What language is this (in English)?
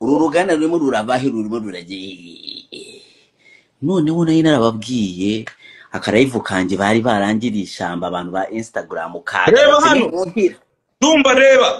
Kinyarwanda